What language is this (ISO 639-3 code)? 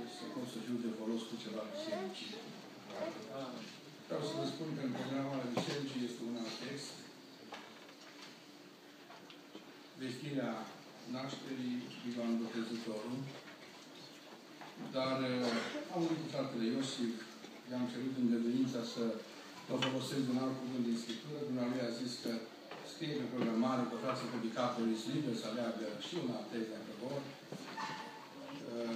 ron